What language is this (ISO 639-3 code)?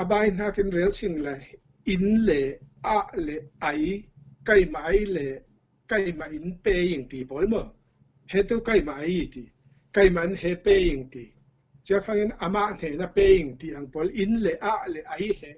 cfm